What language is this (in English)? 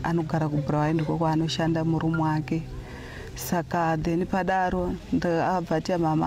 Shona